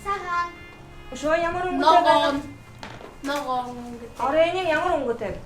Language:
Buriat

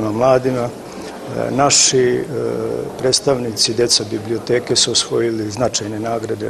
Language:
Serbian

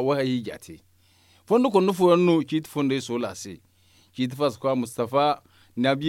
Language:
Zarma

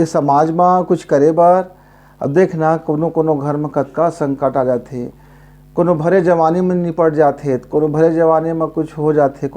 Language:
Chhattisgarhi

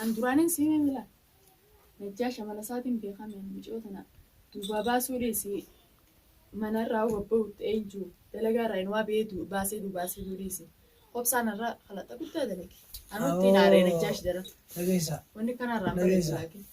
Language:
Oromo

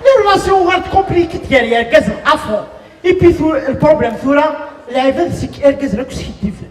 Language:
Kabyle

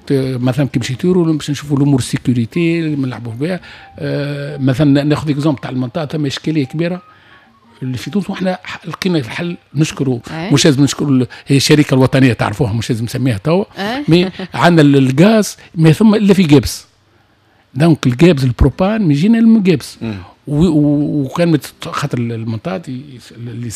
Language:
Tunisian Arabic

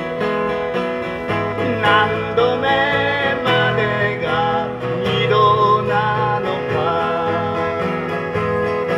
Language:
Japanese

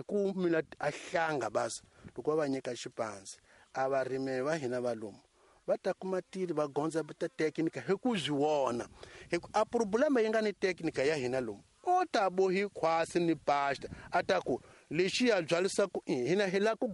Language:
Tsonga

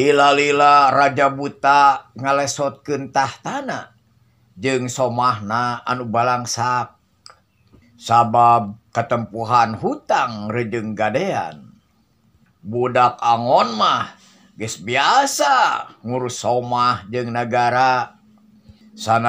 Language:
Sundanese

